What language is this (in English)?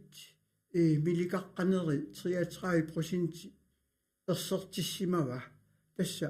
Kalaallisut